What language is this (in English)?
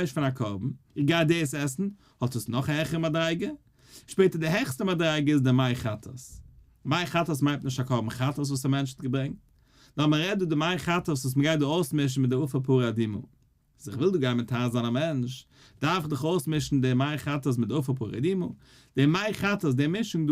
Yiddish